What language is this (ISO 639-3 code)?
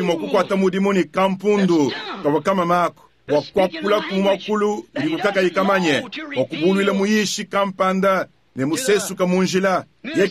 lua